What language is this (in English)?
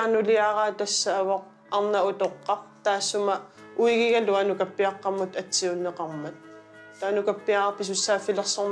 Kalaallisut